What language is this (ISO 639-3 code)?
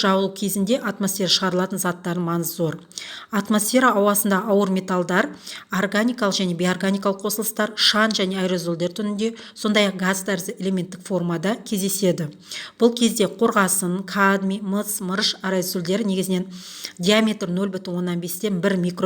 kaz